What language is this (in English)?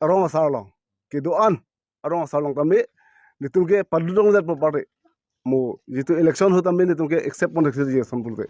Karbi